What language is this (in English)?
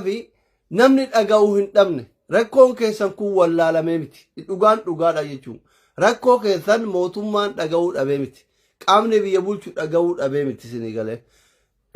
Oromo